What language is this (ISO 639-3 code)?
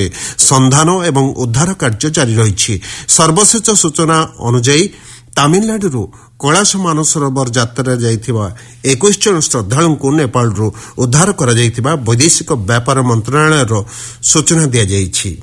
ori